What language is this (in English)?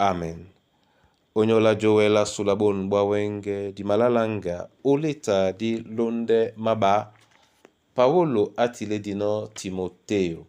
Duala